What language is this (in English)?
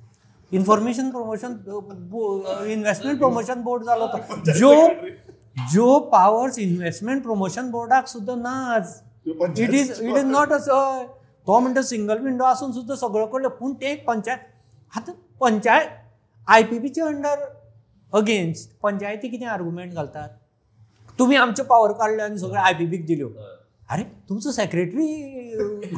Konkani